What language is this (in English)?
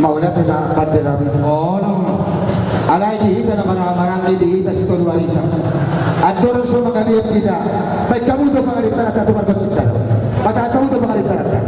Batak Toba